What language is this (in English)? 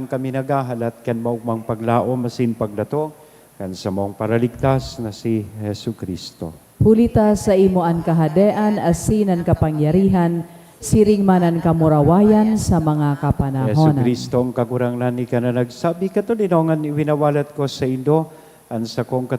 Bikol